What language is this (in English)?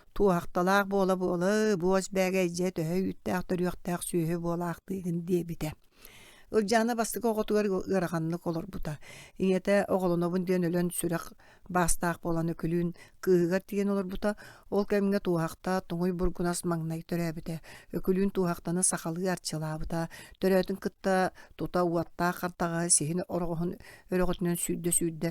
Yakut